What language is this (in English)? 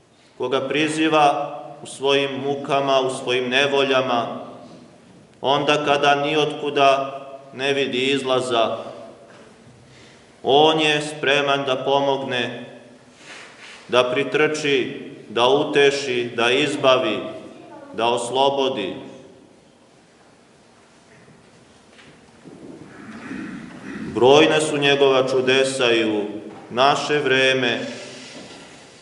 Serbian